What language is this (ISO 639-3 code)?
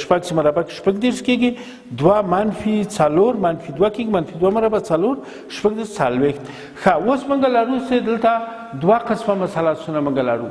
pus